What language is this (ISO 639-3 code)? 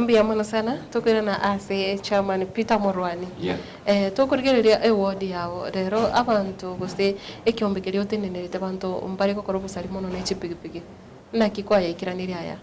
guz